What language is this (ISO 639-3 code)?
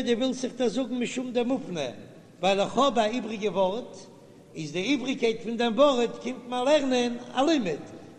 yid